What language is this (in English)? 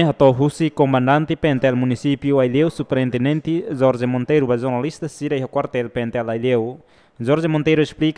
Tetum